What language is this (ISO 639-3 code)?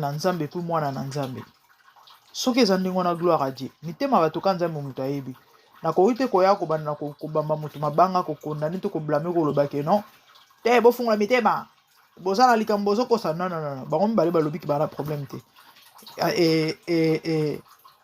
lin